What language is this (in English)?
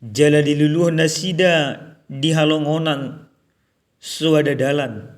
Batak Toba